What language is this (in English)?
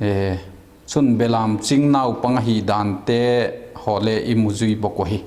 Vaiphei